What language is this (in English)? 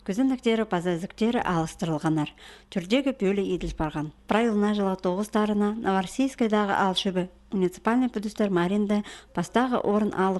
Khakas